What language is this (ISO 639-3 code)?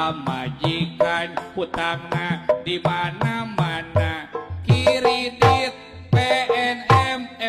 sun